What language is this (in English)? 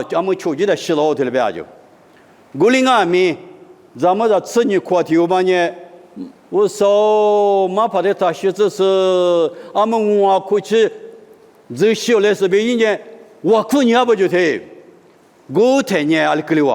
Lisu